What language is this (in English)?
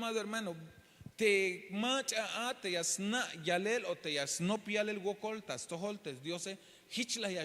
Tzeltal